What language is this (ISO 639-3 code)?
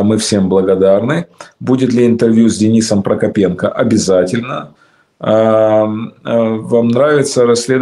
rus